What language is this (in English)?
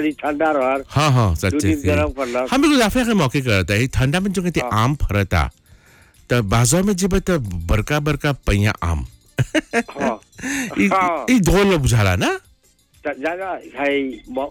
Bhojpuri